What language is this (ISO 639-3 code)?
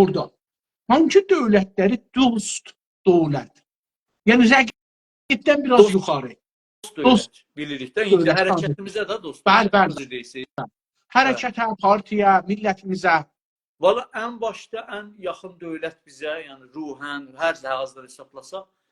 azb